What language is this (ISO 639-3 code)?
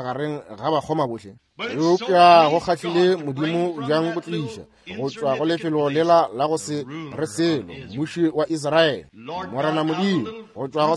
nso